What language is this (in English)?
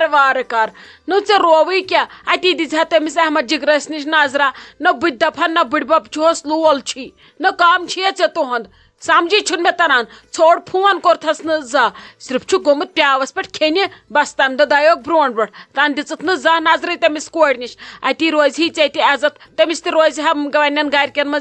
Kashmiri